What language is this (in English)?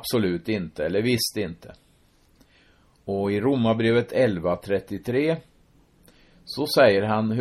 Swedish